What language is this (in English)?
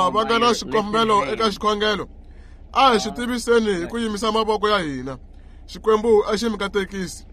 Tsonga